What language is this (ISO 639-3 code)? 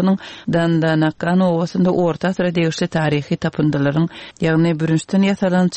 tuk